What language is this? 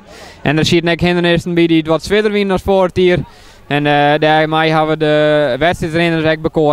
Western Frisian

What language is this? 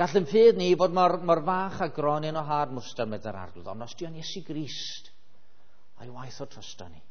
Welsh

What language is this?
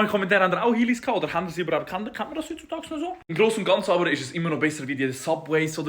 Swiss German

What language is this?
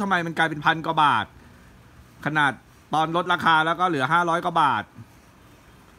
Thai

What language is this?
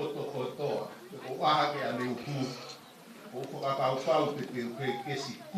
Tongan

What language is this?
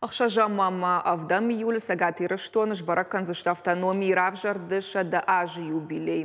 Ossetic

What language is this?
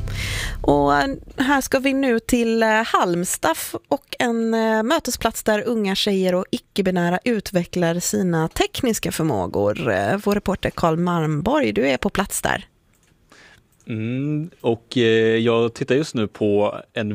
Swedish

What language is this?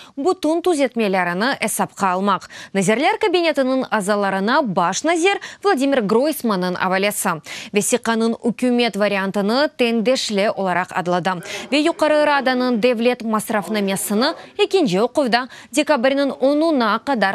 Crimean Tatar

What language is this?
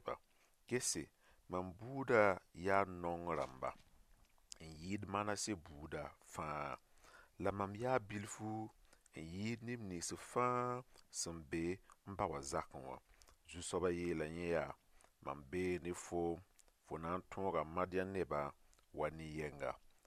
Mossi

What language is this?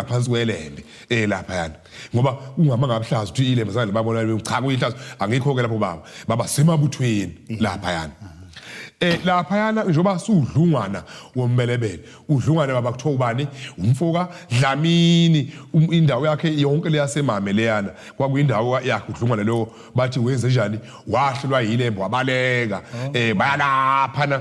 Zulu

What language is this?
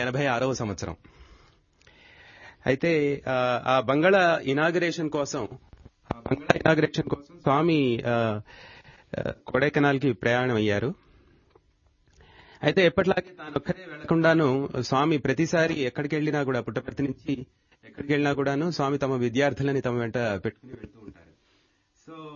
Telugu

